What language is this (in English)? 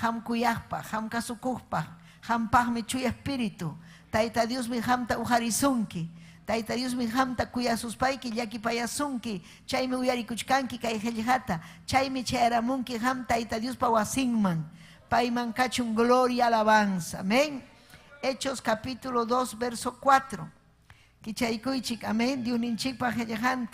Ayacucho Quechua